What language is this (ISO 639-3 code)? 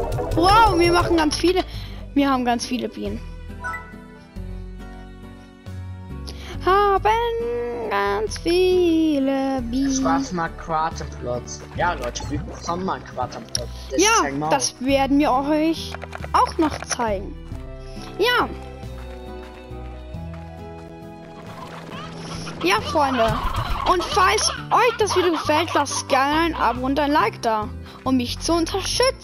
deu